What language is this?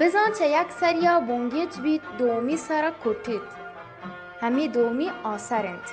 Baluchi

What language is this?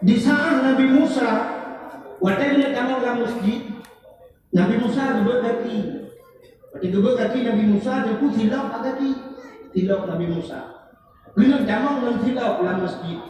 Achinese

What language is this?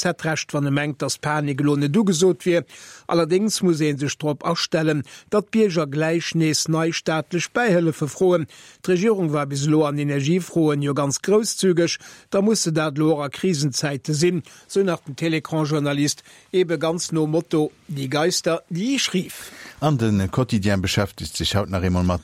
Luxembourgish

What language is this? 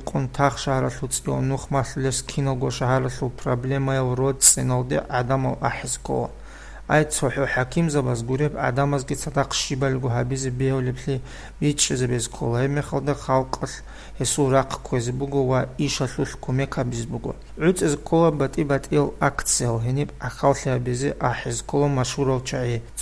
Avaric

